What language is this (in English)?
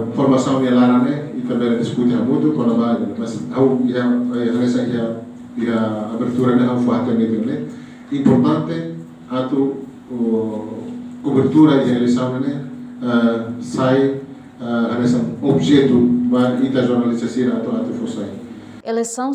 Tetum